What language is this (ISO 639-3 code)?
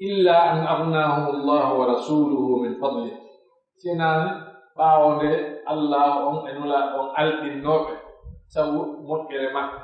fuf